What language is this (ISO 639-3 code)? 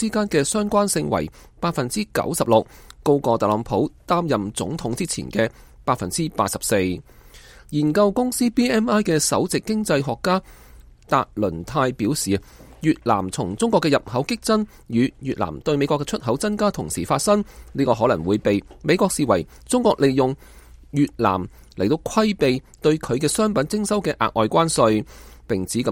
yue